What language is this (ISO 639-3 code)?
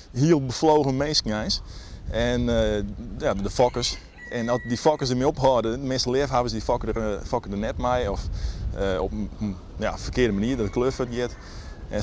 fry